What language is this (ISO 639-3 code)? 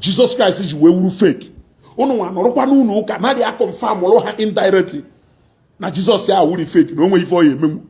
ibo